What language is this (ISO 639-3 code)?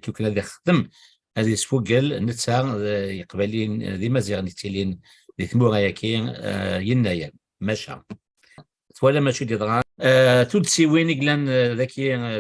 kab